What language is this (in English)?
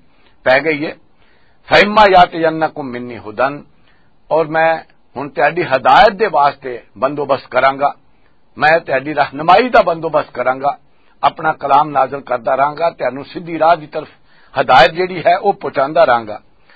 Western Panjabi